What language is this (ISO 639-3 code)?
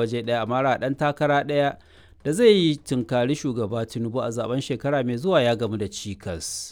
hau